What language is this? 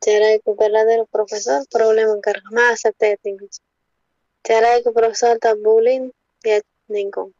South Bolivian Quechua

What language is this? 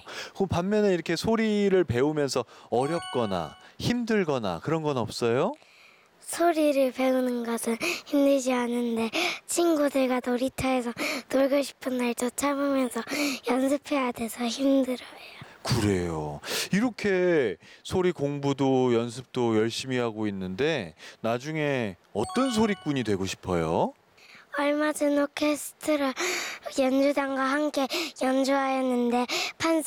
Korean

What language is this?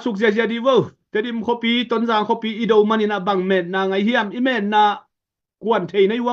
Tedim Chin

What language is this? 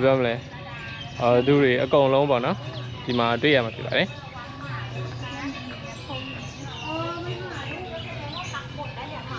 Burmese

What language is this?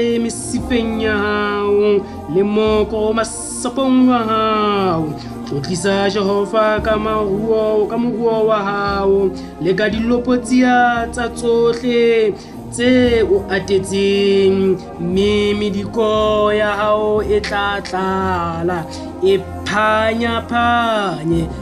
Southern Sotho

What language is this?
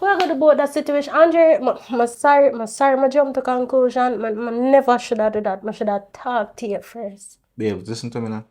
Jamaican Creole English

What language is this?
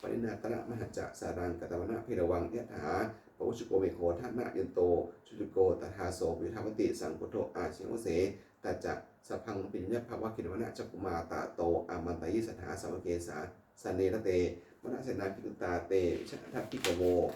Pali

